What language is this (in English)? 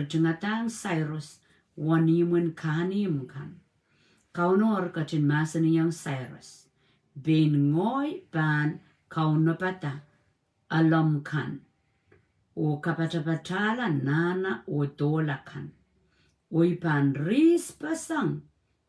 Pohnpeian